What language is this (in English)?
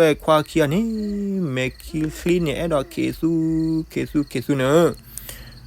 S'gaw Karen